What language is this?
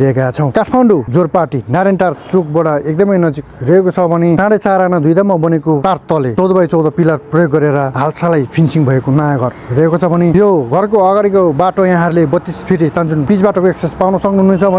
Nepali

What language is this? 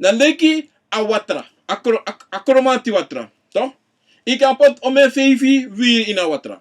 Sranan Tongo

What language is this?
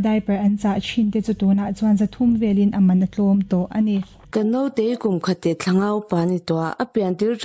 Mizo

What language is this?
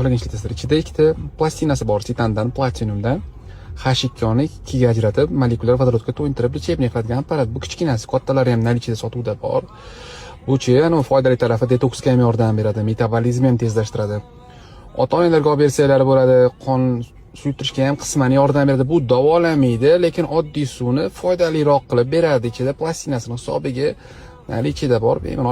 Uzbek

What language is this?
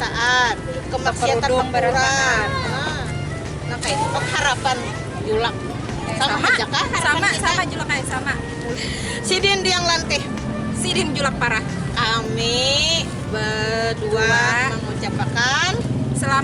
Banjar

